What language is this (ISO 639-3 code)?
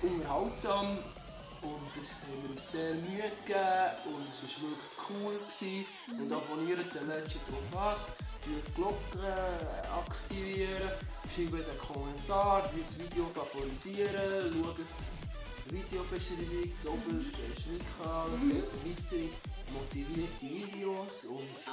gsw